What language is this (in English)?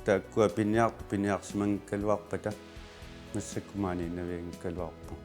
Kalaallisut